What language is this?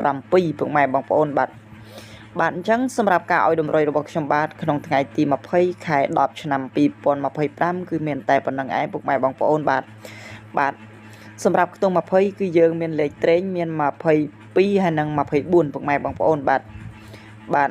Khmer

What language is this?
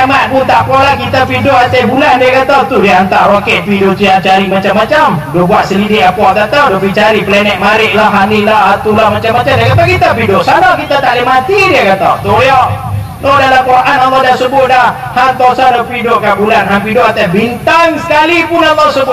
Malay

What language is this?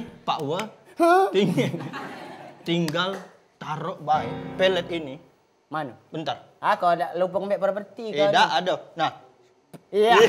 Musi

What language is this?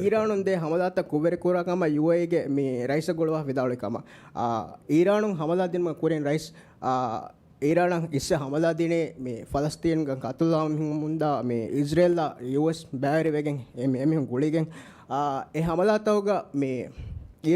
Divehi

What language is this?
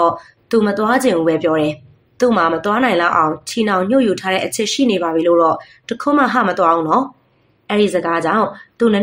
Burmese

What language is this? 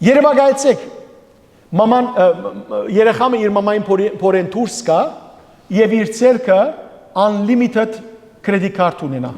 Western Armenian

